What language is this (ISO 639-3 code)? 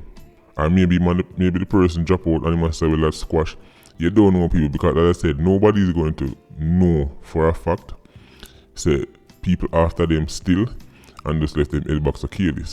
jam